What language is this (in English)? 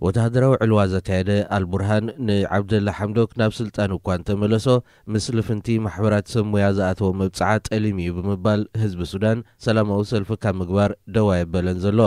Tigrinya